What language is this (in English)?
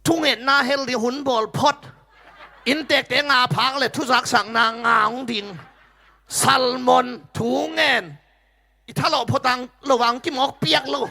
Tedim Chin